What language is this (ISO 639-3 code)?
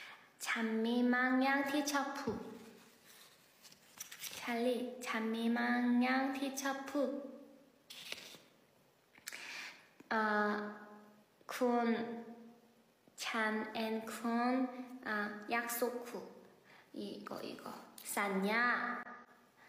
tha